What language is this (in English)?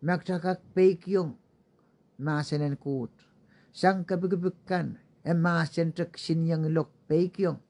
Pohnpeian